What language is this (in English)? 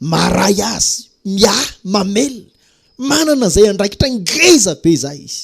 Malagasy